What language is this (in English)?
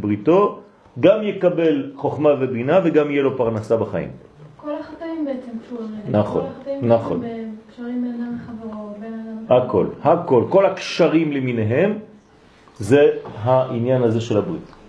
Hebrew